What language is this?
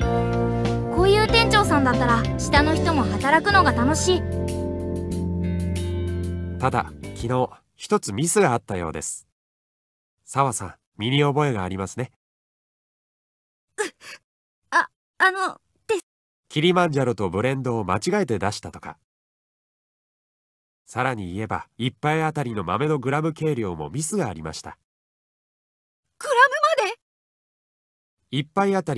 Japanese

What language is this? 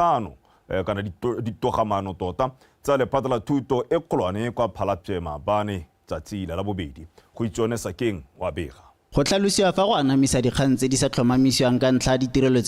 Tswana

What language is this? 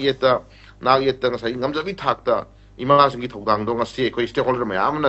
Manipuri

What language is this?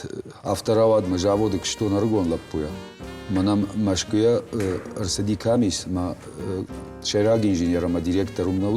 Ossetic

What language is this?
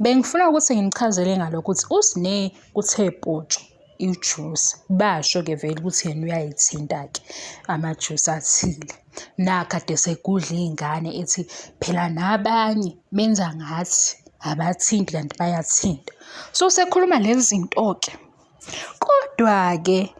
Zulu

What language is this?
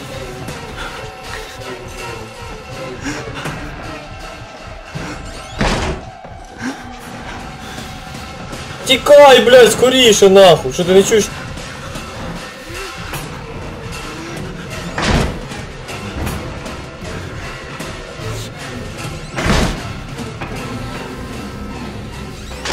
Ukrainian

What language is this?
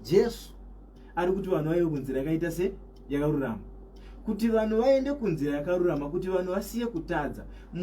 Shona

